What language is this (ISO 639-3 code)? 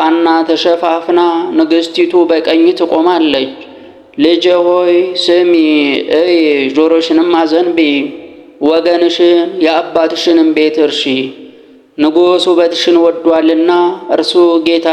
amh